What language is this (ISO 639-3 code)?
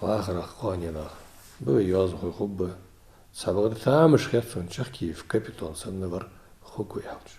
inh